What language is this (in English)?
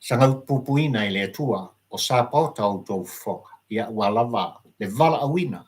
Samoan